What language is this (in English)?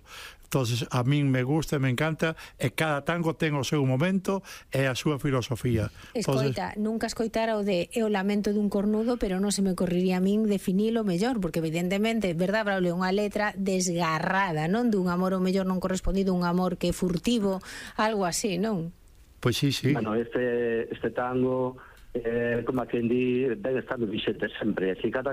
Galician